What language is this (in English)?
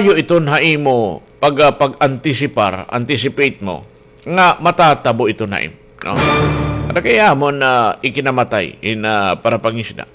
Waray